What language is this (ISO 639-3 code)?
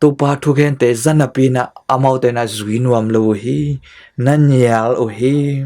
ctd